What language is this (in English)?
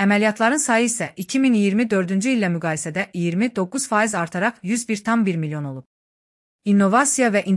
Azerbaijani